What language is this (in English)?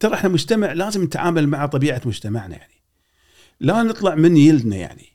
Gulf Arabic